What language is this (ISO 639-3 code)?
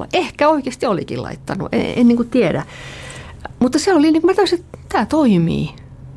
fin